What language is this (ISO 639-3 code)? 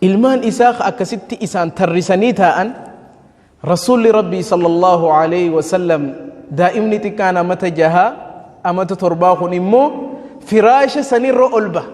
orm